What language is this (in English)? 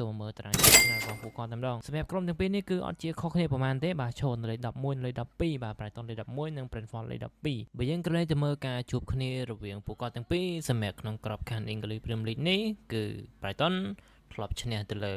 Khmer